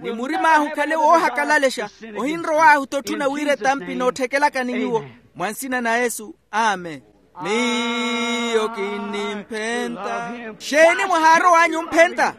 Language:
Makhuwa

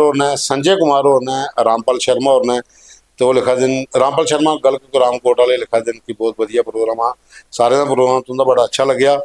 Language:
Dogri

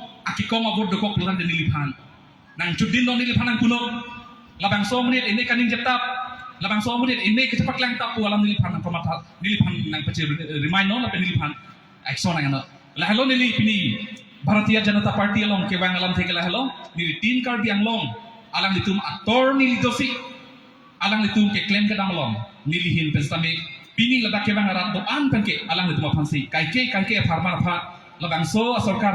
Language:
Karbi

